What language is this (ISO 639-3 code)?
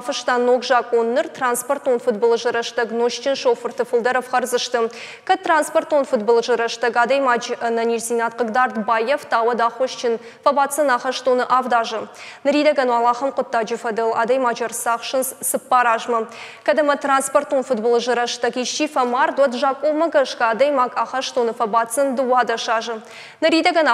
oss